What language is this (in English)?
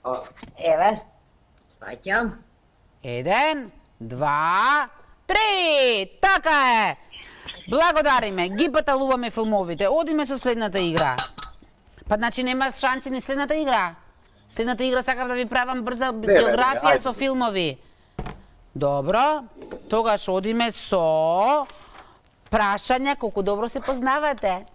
Macedonian